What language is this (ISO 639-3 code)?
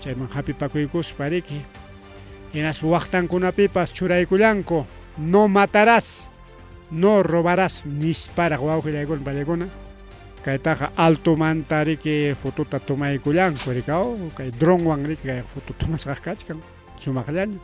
quy